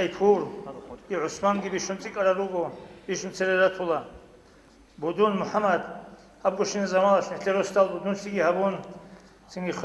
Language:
Avaric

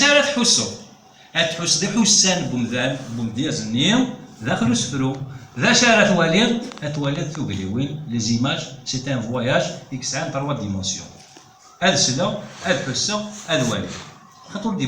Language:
Kabyle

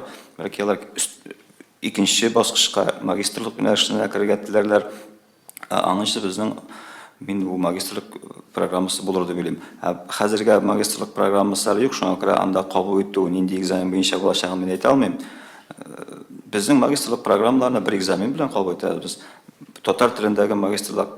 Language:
Tatar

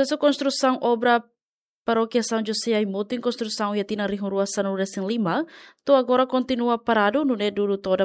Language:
Tetum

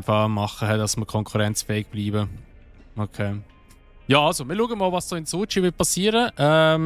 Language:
Swiss German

